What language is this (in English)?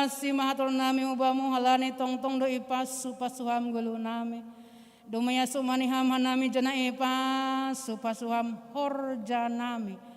Batak Simalungun